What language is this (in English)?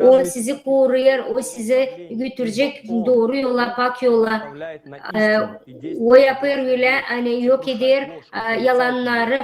Gagauz